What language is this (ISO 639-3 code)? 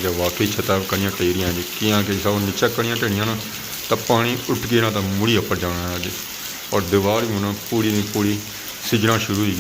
phr